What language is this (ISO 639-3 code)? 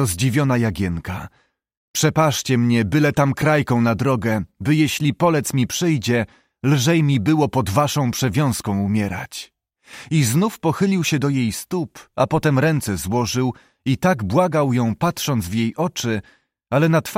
pol